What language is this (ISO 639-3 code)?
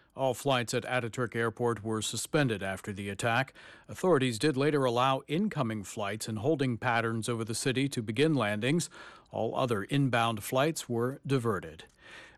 eng